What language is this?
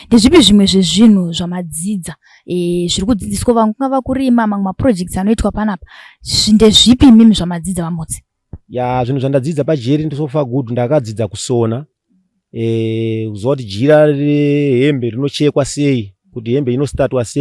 Shona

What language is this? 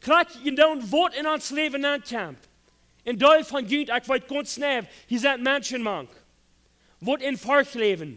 Plautdietsch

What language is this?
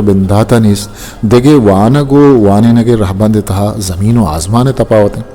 Eastern Balochi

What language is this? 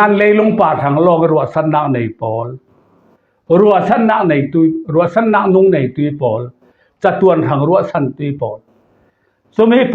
Falam Chin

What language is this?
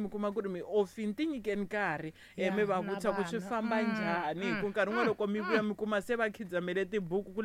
Tsonga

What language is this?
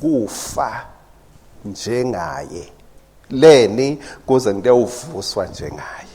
Swati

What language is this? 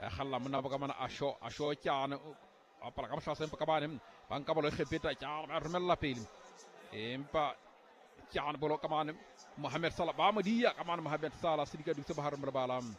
Southern Sotho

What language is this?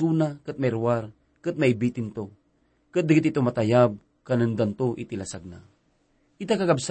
Iloko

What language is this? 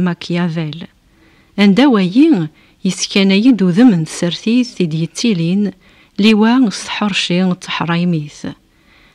Kabyle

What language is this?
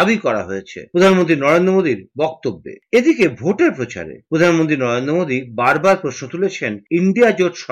Bangla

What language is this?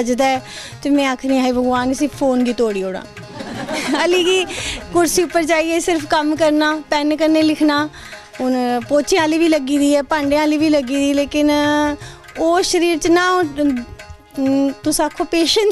Dogri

